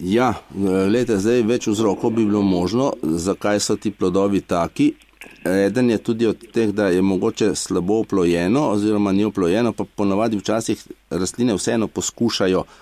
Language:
Slovenian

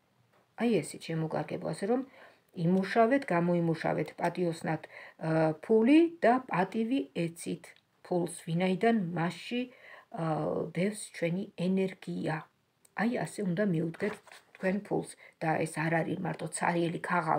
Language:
Georgian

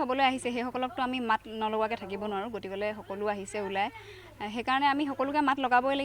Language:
Assamese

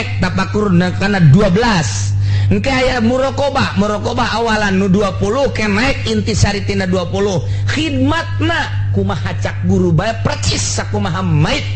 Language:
Sundanese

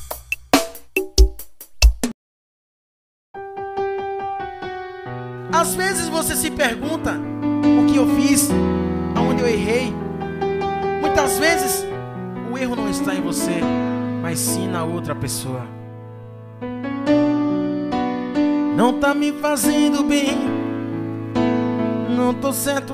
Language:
Portuguese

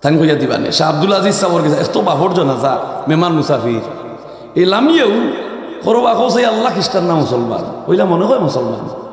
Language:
Sylheti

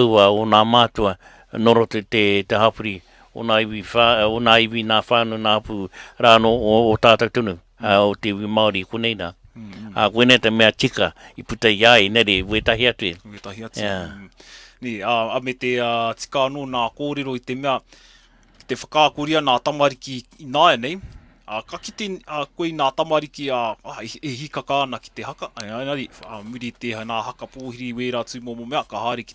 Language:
Māori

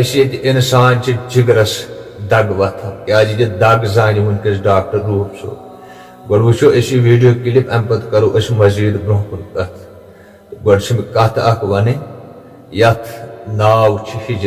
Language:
Kashmiri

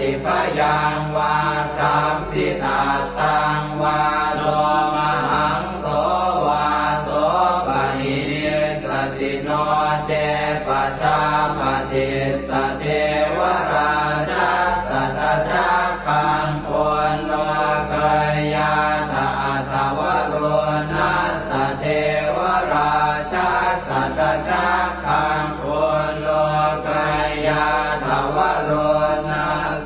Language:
Pali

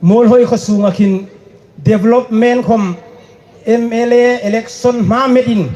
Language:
Hmar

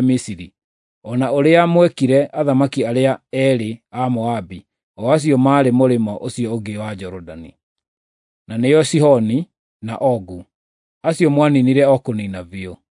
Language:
Kikuyu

